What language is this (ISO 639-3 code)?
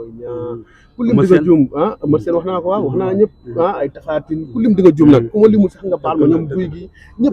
wol